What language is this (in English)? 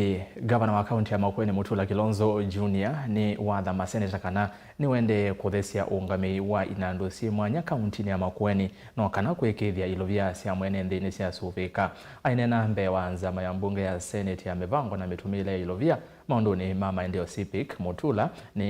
Kamba